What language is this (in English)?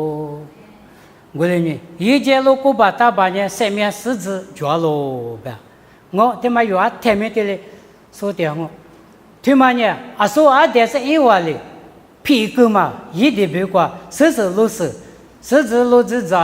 Lisu